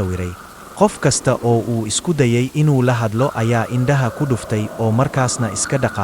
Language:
Somali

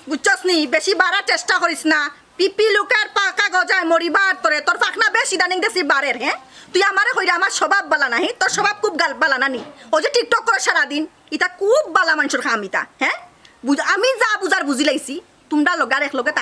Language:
Sylheti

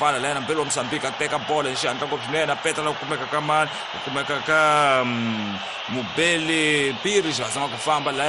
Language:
Tsonga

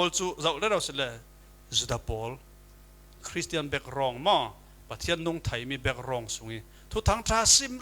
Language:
Falam Chin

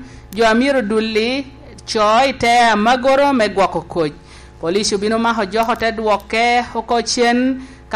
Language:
Lango (Uganda)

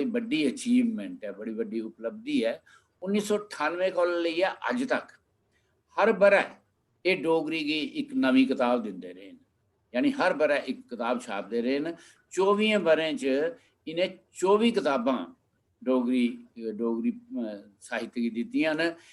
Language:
Dogri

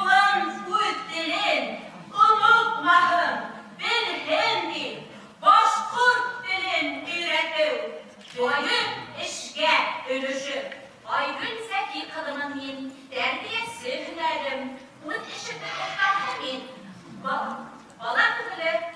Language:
Bashkir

